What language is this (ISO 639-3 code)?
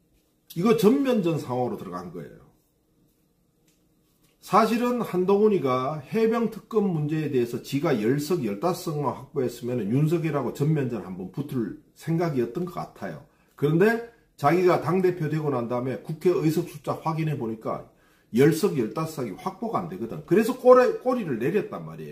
kor